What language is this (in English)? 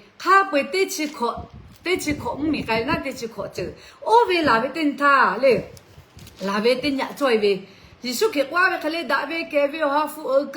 Lahu